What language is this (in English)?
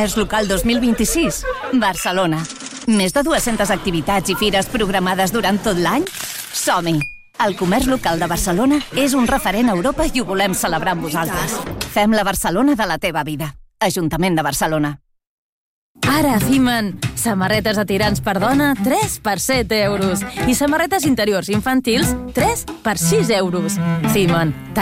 Catalan